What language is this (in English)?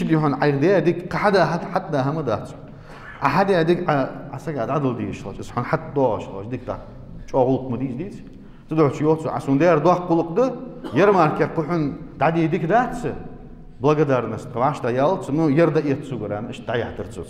Ingush